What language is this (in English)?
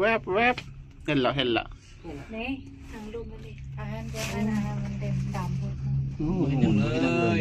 Lao